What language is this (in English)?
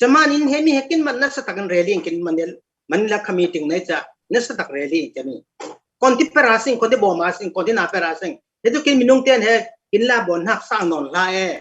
Falam Chin